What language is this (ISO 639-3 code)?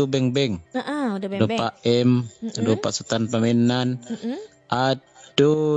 min